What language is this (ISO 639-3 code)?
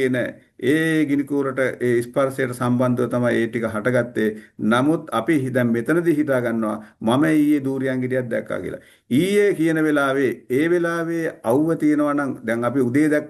sin